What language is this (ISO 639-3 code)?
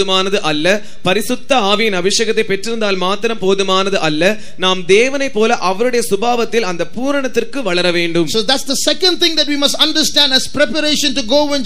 tam